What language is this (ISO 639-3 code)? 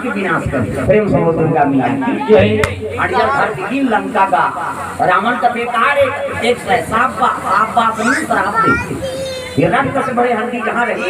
hne